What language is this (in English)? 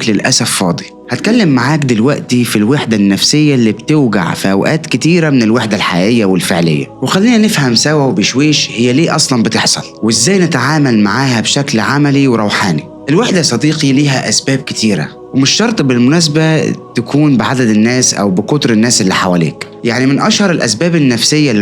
Egyptian Arabic